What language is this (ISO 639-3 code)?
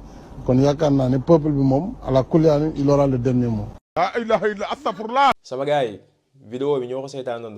wol